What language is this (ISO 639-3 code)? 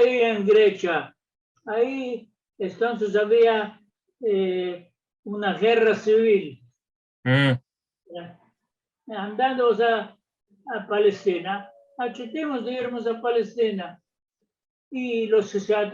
lad